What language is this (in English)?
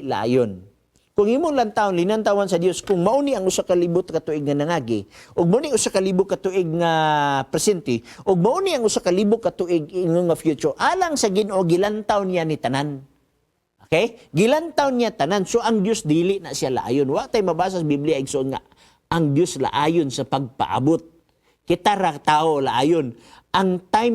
Cebuano